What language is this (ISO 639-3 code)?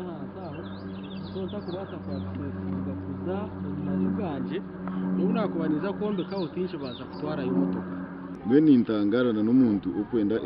nyn